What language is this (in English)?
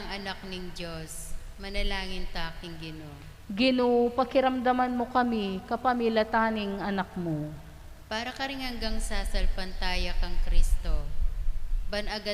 Pampanga